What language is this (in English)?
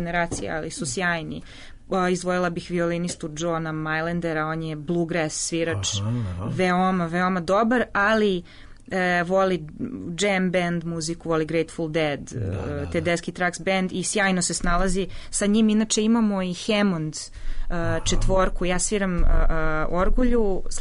Serbian